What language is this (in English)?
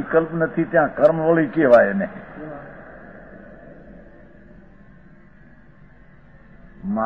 Gujarati